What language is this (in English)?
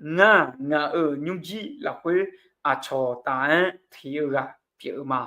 Akha